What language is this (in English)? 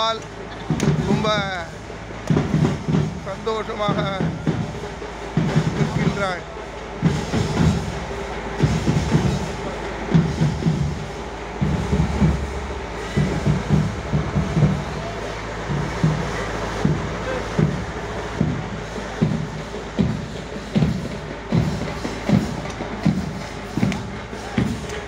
Tamil